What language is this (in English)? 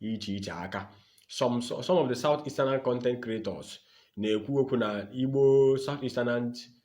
Igbo